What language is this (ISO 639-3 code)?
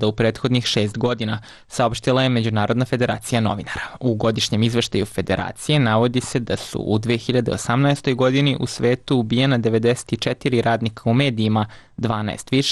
srp